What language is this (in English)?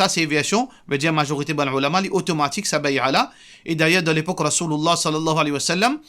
Morisyen